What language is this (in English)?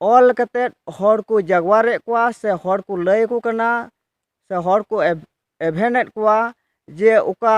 Santali